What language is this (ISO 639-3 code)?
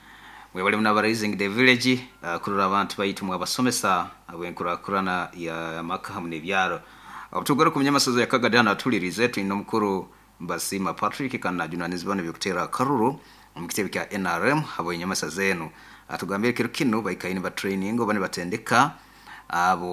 nyo